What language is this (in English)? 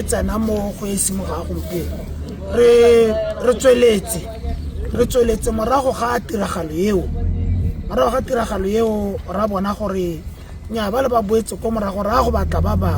Tswana